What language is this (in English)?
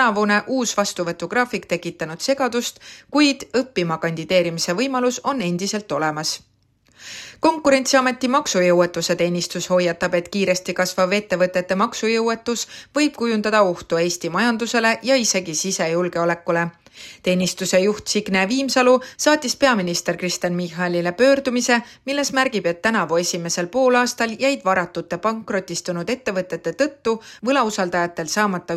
Estonian